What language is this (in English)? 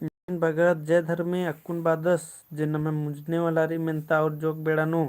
Kurukh